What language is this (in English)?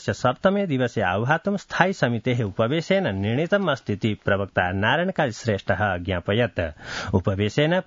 Sanskrit